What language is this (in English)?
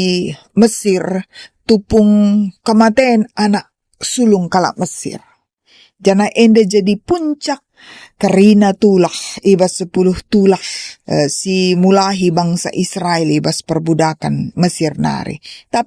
Batak Karo